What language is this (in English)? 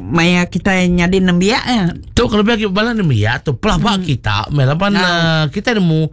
Iban